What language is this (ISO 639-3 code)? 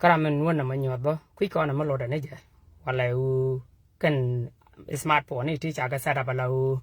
nus